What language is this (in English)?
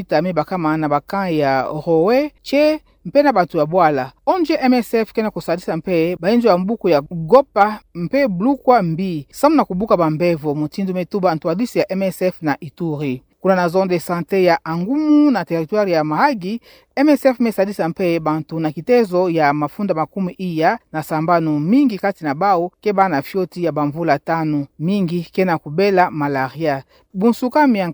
Kituba (Democratic Republic of Congo)